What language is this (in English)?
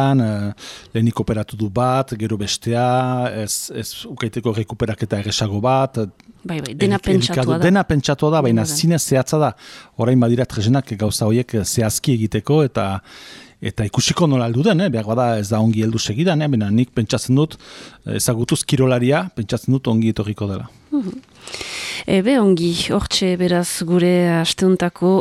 Basque